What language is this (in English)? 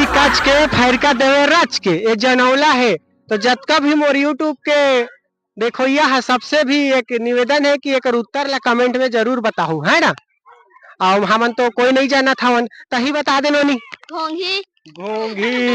Chhattisgarhi